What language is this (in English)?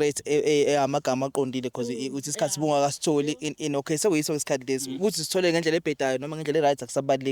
Zulu